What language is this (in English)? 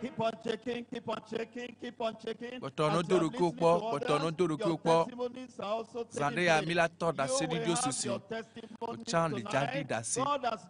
Ewe